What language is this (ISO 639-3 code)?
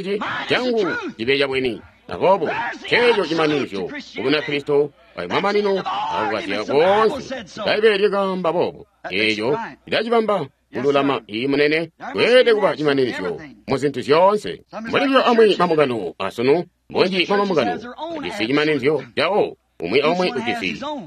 toi